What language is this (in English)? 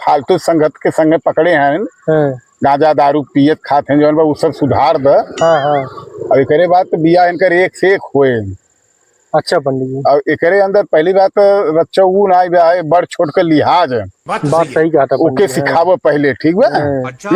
Awadhi